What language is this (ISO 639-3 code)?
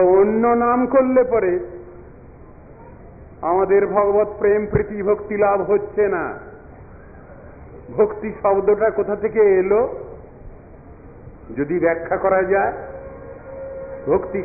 ben